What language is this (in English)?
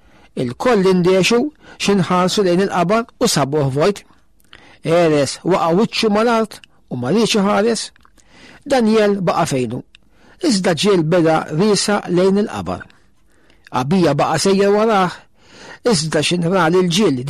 Maltese